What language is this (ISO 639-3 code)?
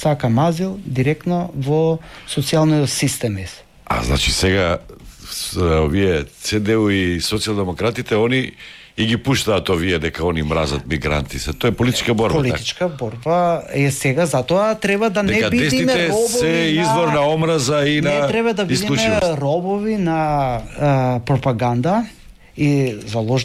mkd